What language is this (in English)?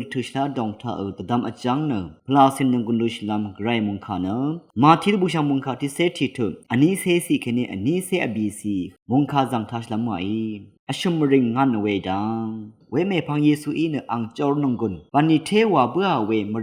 Rawang